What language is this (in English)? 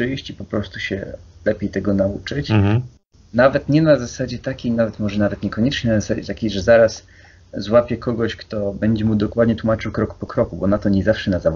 Polish